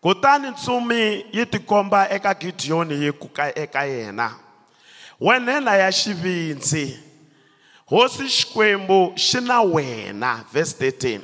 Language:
Tsonga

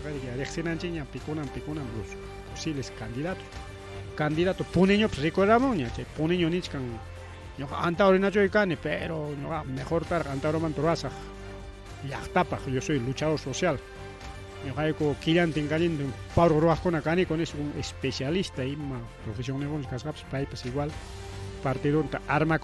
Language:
Ayacucho Quechua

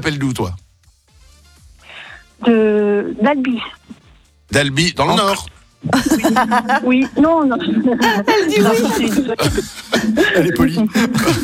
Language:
French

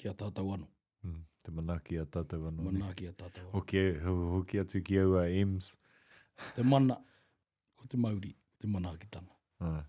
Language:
Māori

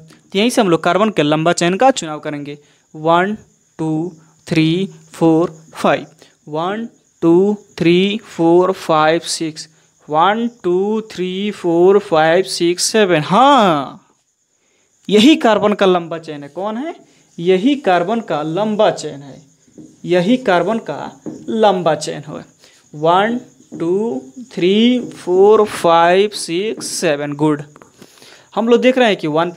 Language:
Hindi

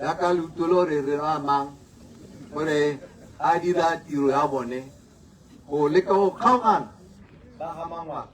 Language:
Tswana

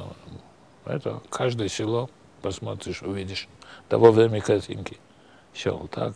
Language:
Russian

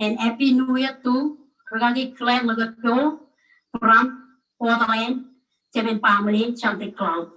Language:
Marshallese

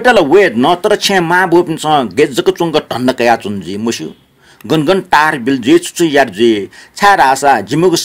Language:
Newari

